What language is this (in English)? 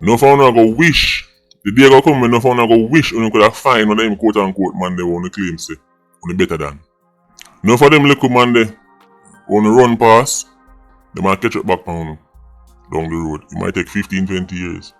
Jamaican Creole English